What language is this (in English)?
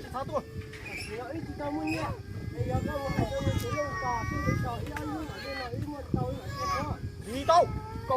Hmong